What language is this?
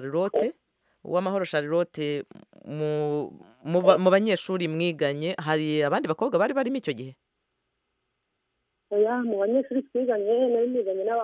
Kinyarwanda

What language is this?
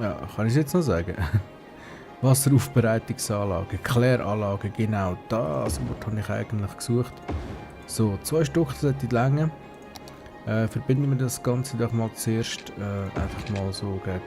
Swiss German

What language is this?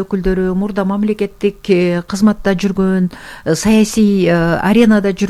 Kyrgyz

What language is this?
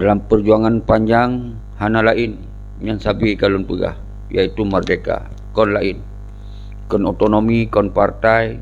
Achinese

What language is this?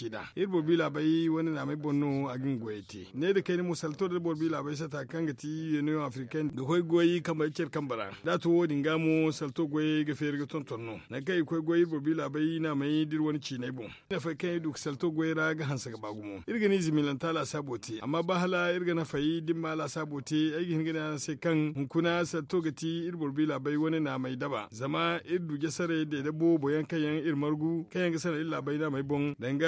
Zarma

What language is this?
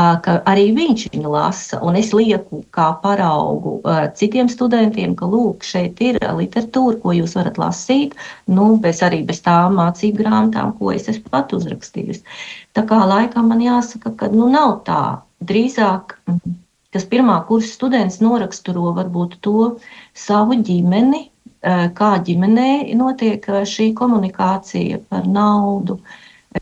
Latvian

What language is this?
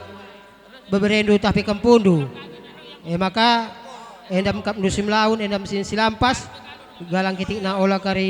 Batak Karo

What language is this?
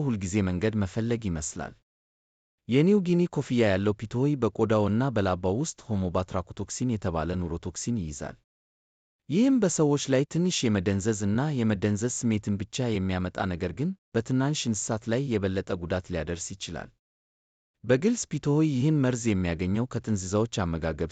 Amharic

